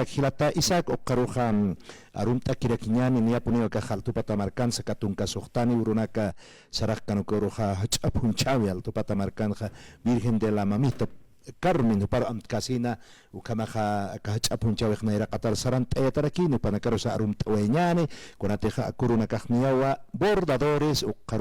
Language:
Aymara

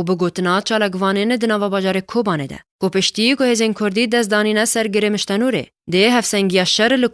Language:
Kurdish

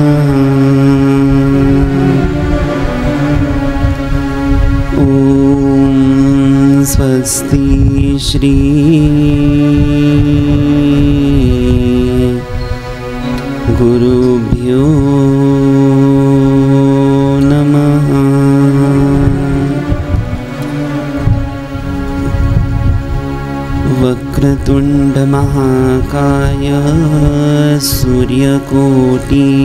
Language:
Marathi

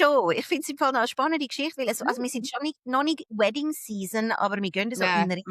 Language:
Swiss German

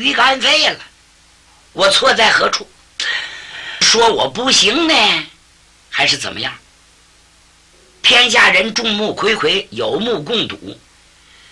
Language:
Chinese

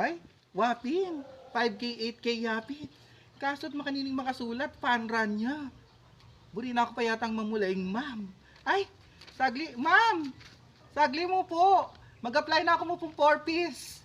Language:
Pampanga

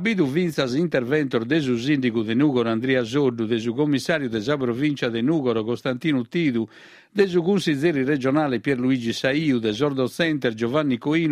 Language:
Sardinian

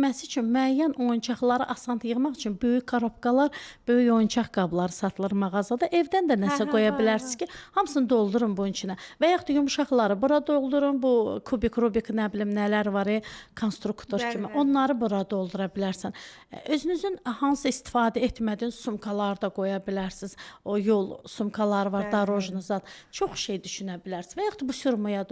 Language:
Azerbaijani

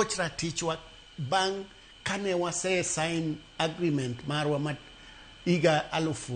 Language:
Luo (Kenya and Tanzania)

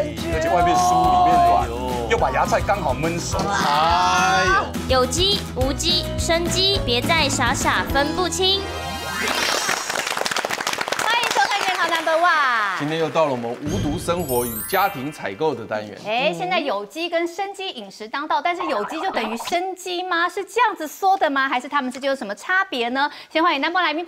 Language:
Chinese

